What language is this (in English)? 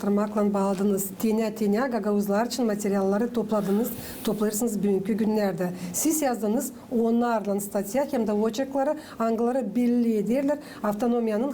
Gagauz